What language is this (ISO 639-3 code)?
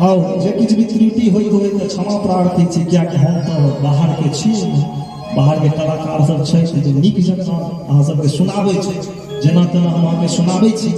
mai